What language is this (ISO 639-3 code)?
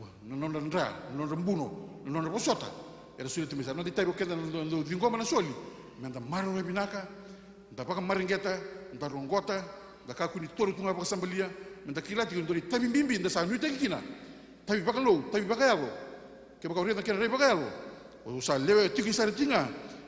fij